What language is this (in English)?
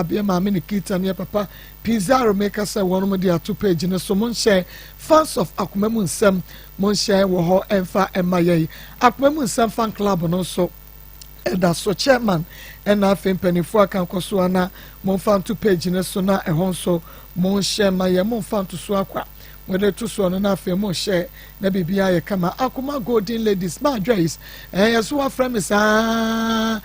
Akan